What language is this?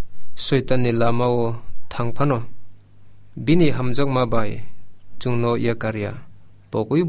Kok Borok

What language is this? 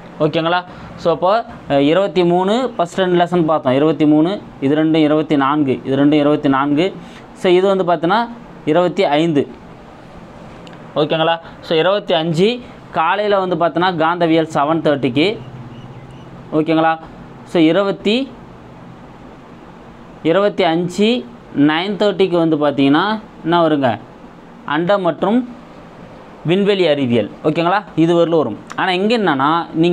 Tamil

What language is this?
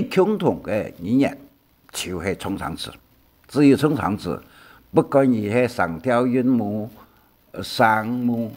Hakka Chinese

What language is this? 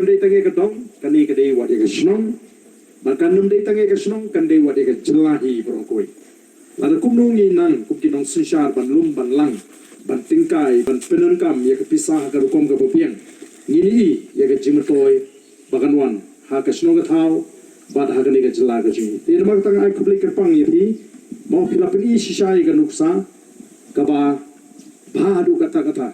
Khasi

